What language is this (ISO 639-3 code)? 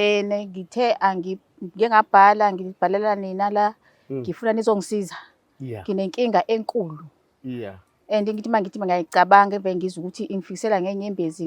zul